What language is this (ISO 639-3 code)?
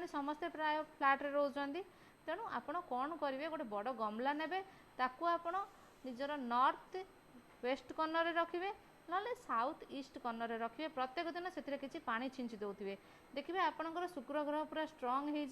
ori